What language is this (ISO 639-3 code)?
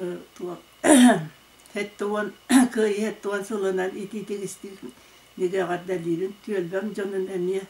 sah